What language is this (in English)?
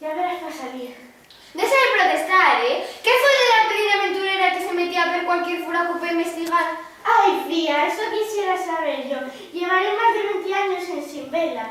Asturian